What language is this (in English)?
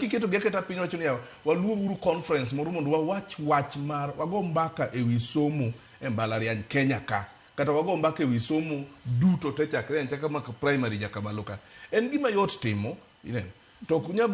Luo (Kenya and Tanzania)